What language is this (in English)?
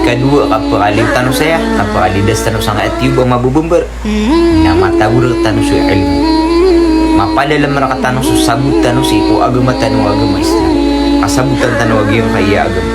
Maranao